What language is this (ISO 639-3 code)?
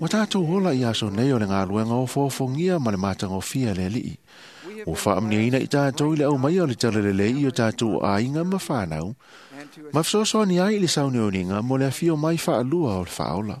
smo